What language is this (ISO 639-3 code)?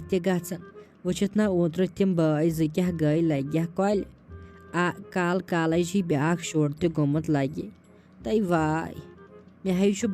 kas